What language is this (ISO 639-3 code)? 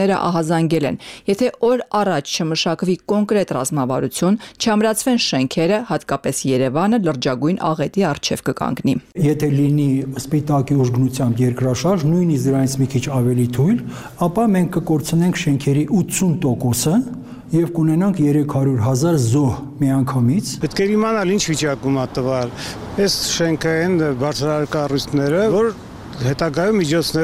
hye